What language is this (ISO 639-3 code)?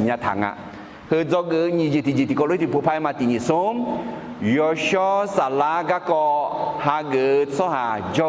ahk